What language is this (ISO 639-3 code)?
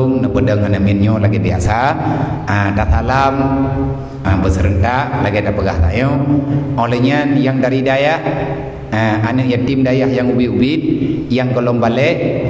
ace